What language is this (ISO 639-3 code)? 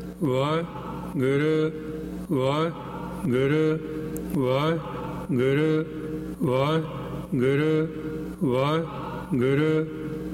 pan